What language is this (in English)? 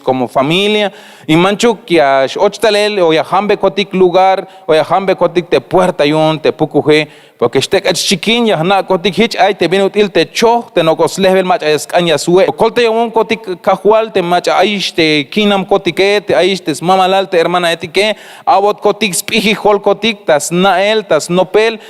Tzeltal